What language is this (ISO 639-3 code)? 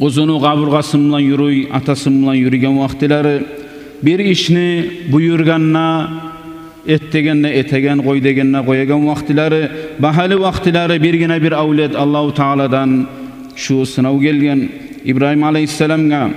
kum